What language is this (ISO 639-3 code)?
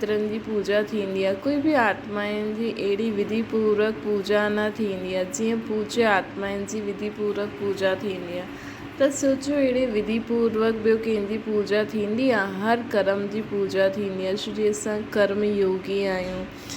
snd